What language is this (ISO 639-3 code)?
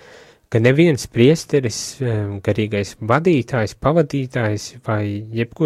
lav